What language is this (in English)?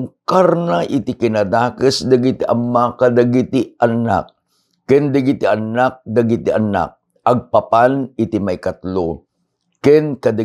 Iloko